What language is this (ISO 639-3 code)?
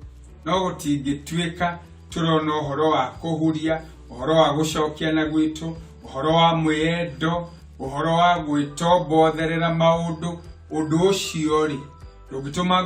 kik